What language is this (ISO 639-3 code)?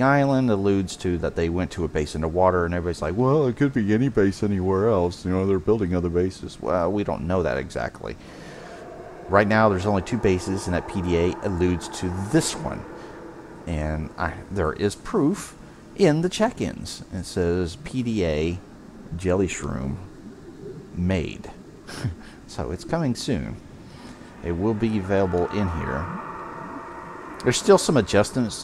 eng